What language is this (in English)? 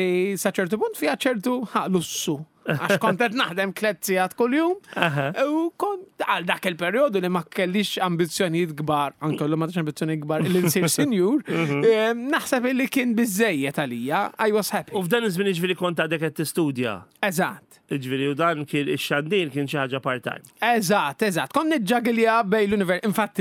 Maltese